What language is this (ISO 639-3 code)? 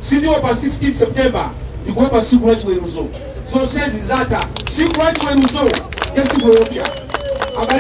nya